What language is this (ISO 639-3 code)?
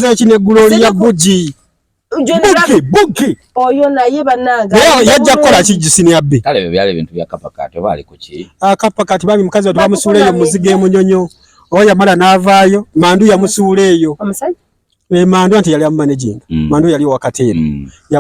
lug